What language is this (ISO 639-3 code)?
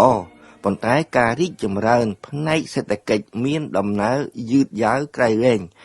khm